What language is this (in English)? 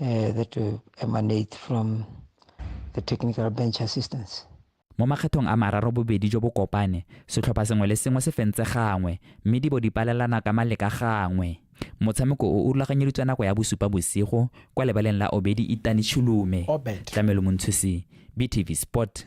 Tswana